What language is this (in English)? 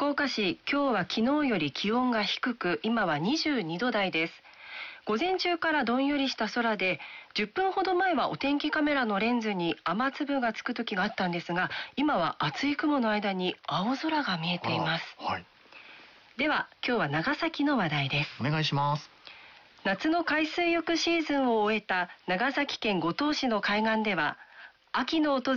Japanese